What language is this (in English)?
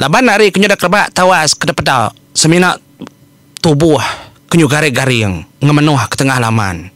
Iban